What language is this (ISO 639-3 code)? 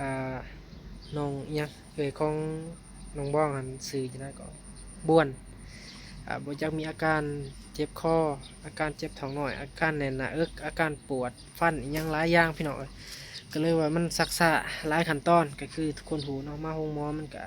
tts